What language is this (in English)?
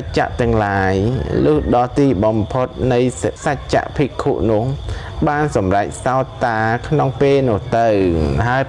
Khmer